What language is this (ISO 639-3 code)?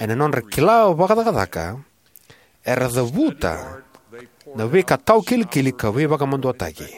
fij